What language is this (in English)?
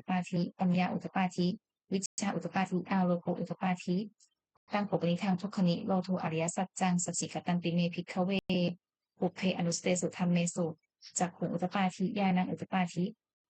Pali